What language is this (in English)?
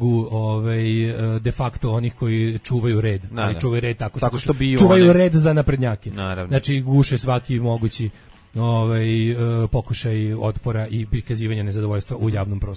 Serbian